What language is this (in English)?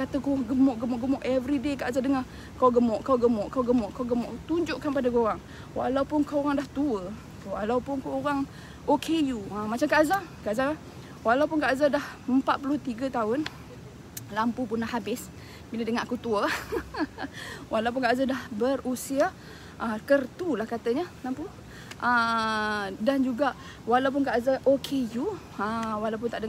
Malay